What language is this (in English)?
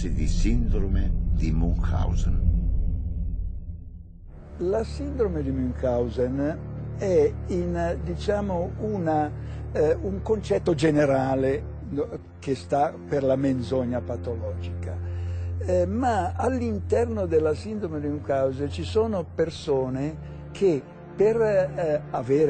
Italian